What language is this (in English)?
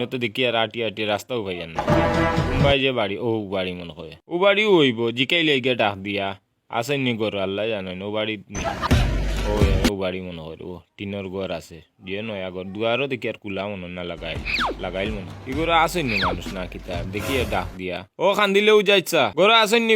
Sylheti